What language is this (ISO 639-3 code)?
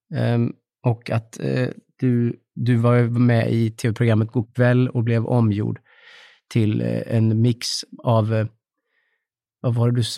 swe